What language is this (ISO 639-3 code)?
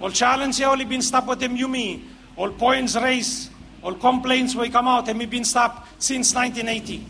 bis